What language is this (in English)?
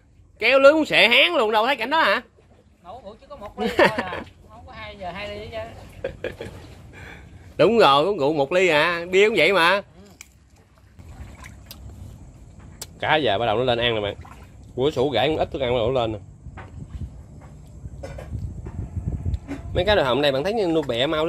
Vietnamese